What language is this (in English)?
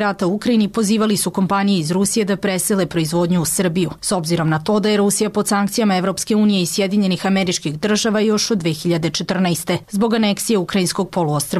Serbian